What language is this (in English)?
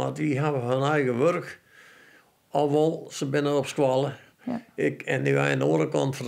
Western Frisian